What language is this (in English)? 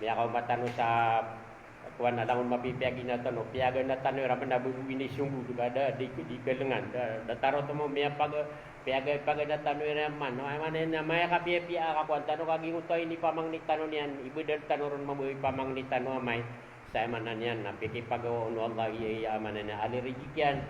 Maranao